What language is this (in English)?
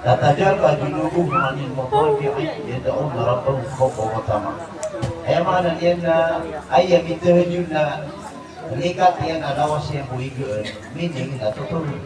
Maranao